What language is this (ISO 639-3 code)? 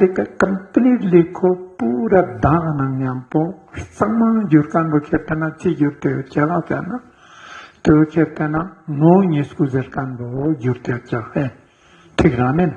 lbj